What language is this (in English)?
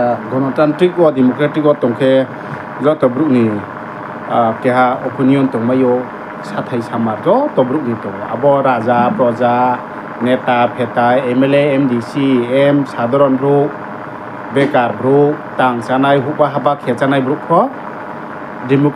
Riang (India)